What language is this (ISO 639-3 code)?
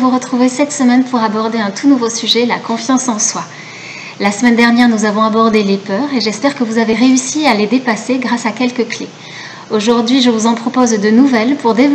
fra